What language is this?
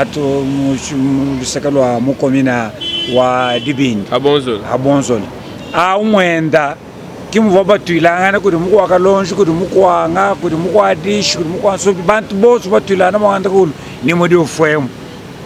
Luba-Lulua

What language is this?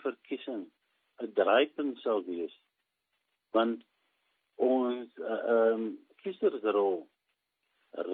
Afrikaans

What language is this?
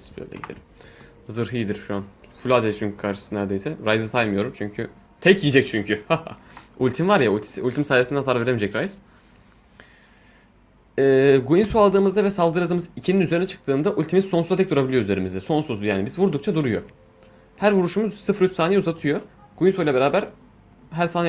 Turkish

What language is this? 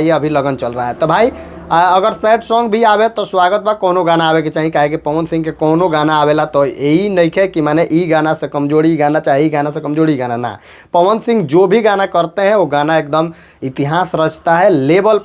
Bhojpuri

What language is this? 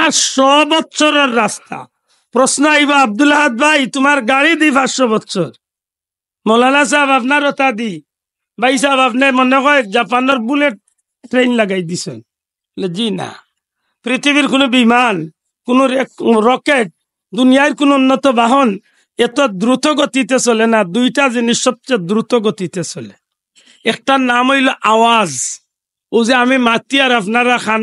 Sylheti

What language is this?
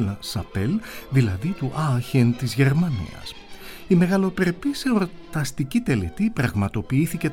Greek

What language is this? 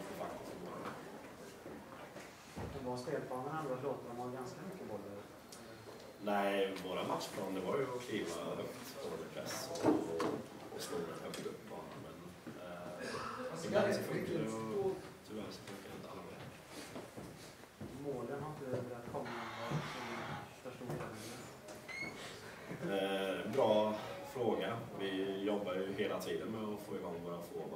Swedish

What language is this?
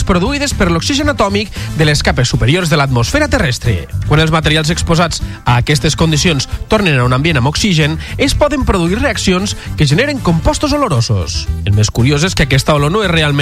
Catalan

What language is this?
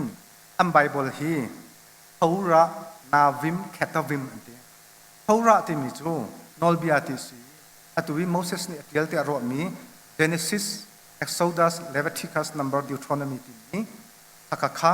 Hakha Chin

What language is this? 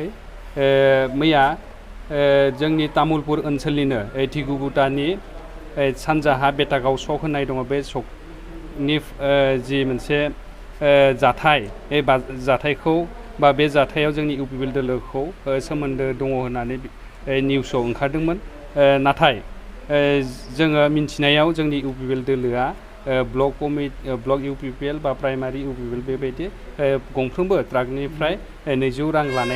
Bodo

